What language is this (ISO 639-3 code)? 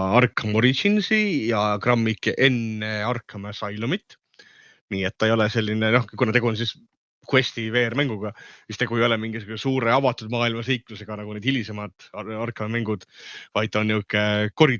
est